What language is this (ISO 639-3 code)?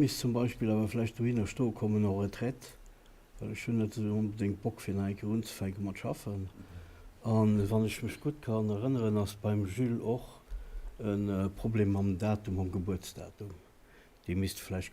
ltz